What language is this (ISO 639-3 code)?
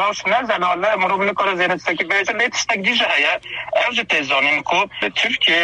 kur